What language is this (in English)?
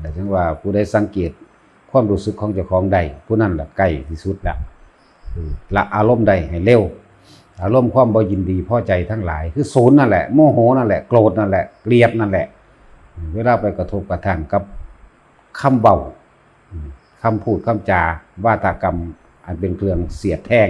Northeastern Thai